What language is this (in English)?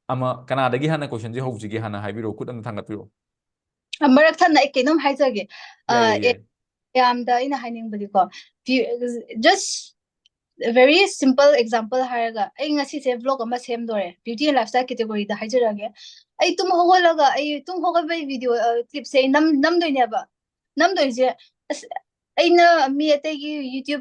Manipuri